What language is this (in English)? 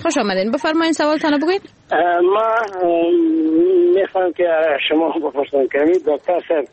Persian